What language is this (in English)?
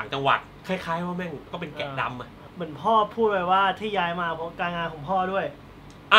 Thai